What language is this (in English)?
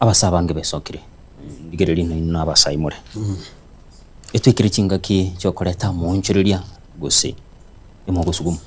Gusii